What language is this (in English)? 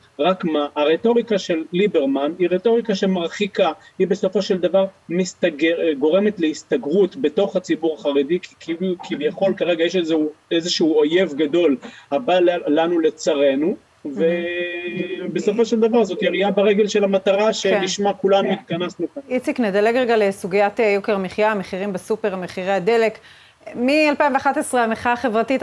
Hebrew